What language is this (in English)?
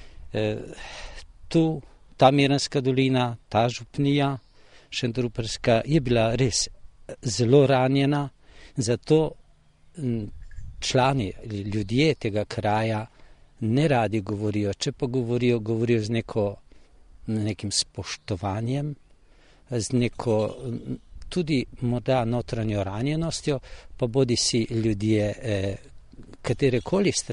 Slovenian